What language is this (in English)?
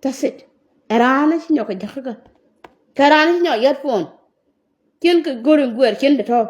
Nuer